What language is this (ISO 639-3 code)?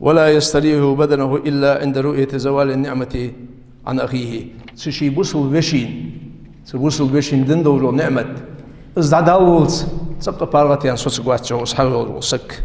inh